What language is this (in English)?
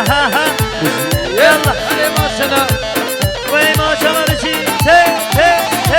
Kurdish